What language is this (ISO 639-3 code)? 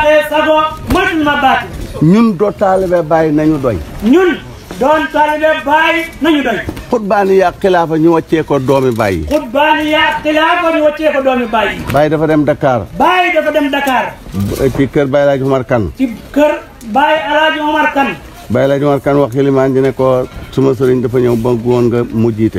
wol